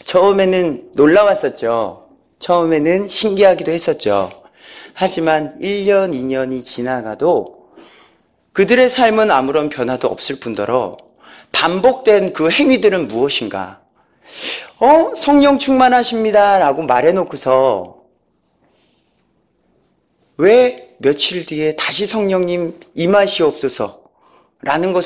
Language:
Korean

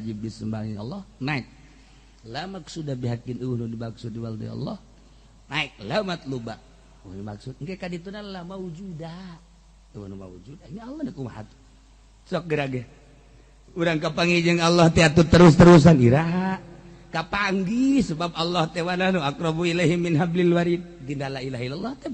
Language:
Sundanese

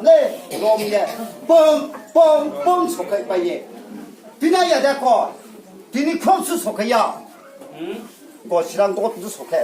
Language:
Riang (India)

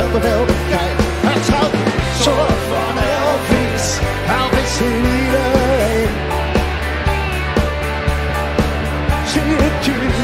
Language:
Dutch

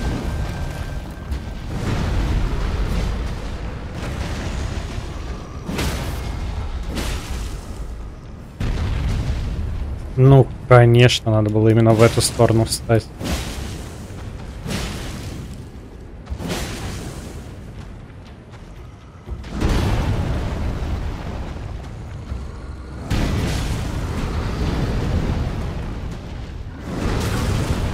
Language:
Russian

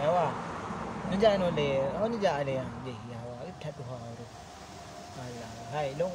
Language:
Achinese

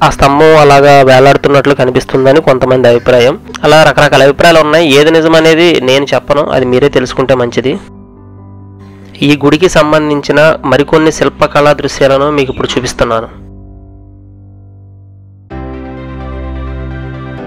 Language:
Telugu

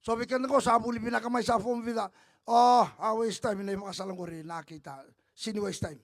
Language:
Fijian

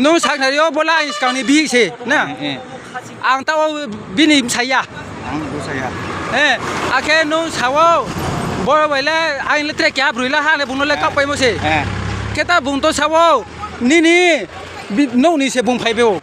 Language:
Riang (India)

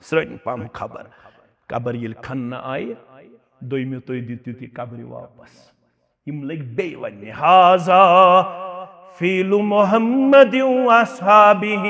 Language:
Kashmiri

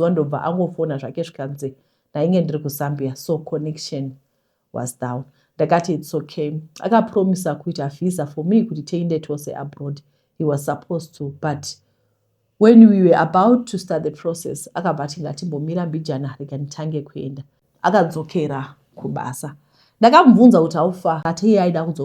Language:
Shona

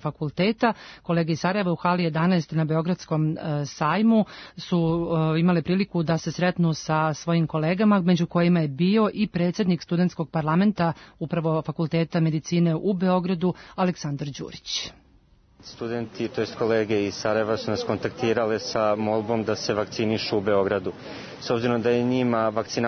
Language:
Serbian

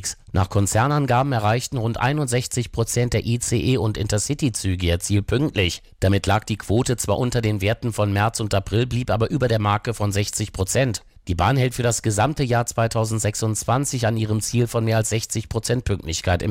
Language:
German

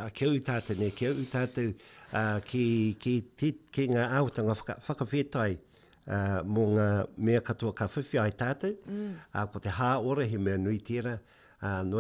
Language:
Māori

